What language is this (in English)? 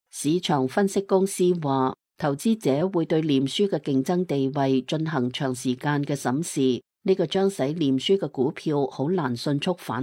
Cantonese